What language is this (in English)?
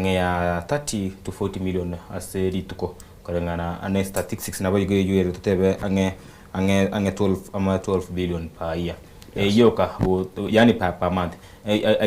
Gusii